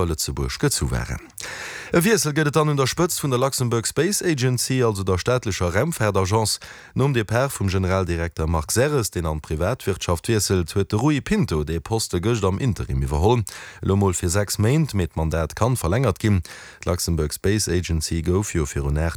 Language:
Luxembourgish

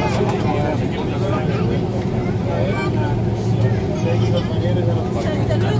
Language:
Dutch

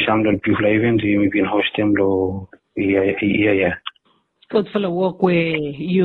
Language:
Bislama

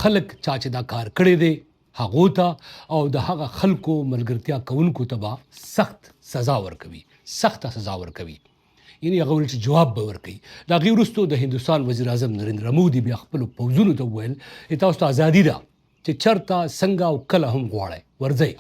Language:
Pashto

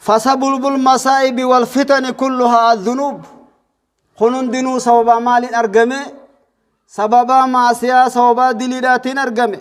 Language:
Oromo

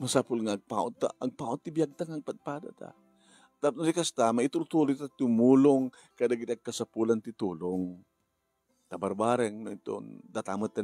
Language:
Iloko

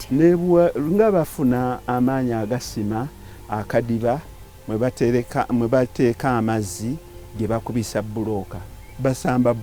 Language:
Ganda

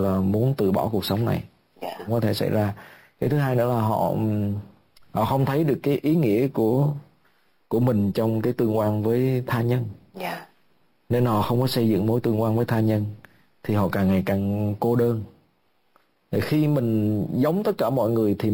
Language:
Vietnamese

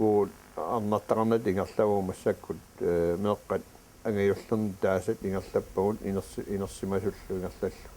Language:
Kalaallisut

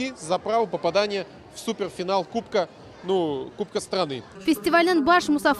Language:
Crimean Tatar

